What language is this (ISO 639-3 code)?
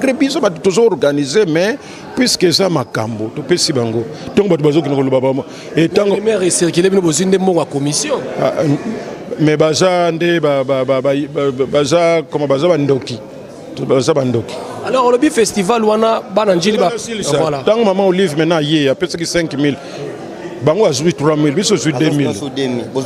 lin